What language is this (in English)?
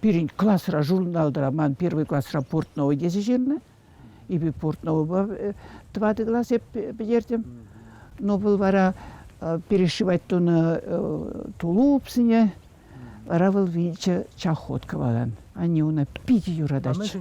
Chuvash